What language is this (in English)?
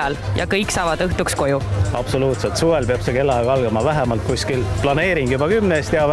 Estonian